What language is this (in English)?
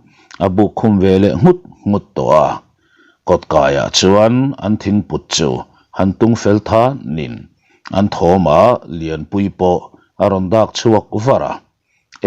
Mizo